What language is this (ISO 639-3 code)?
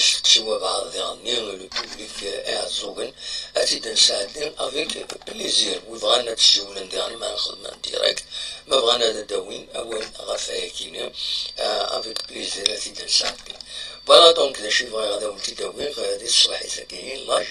kab